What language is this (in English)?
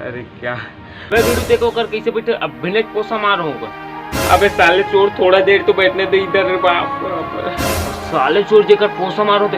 Chhattisgarhi